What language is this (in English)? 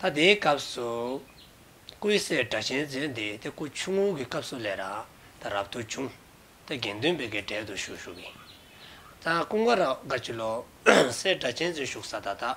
Dzongkha